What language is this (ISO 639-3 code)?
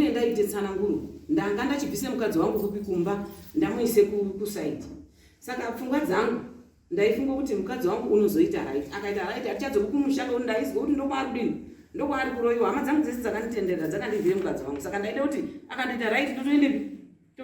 sna